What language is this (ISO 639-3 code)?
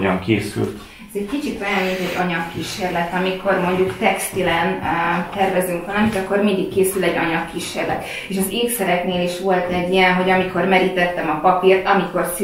hun